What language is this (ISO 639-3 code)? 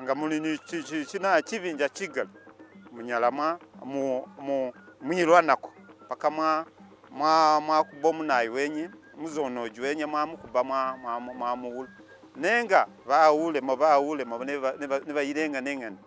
myx